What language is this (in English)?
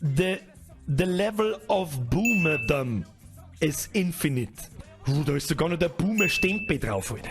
Bavarian